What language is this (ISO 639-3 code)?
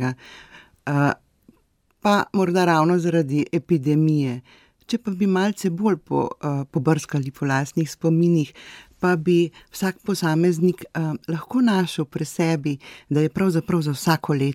slv